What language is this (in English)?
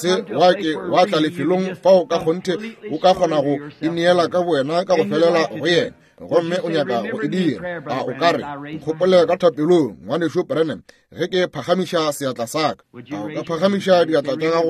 Northern Sotho